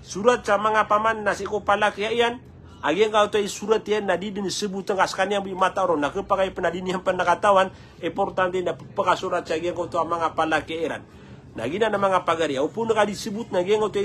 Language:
Maranao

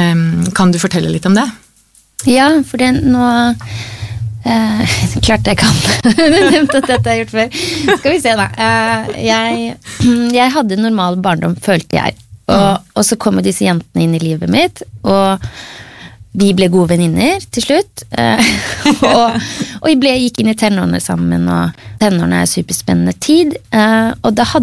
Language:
Norwegian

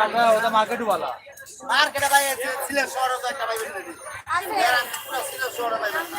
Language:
Sylheti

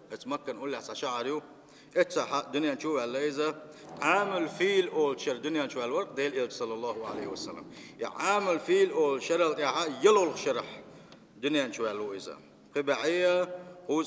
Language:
Chechen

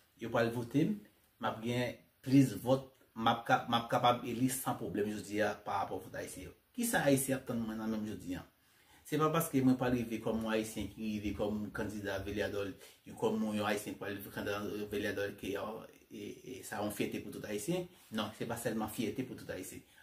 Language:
Haitian Creole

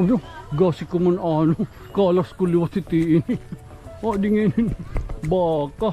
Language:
Waray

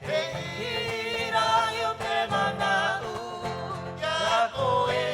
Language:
Rapanui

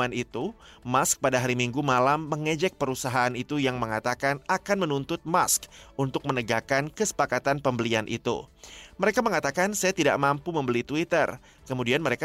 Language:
Indonesian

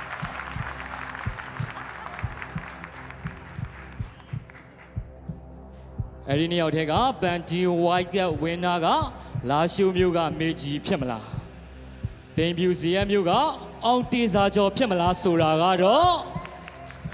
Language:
Burmese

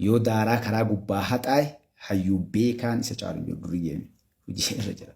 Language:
Oromo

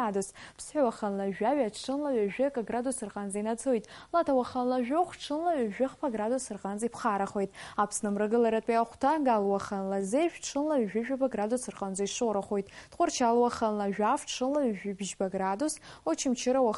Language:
Abkhazian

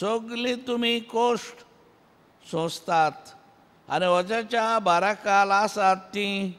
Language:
Konkani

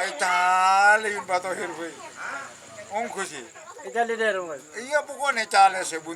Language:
Madurese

